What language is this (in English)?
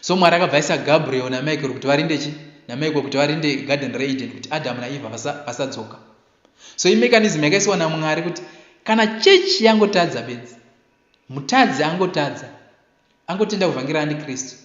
Shona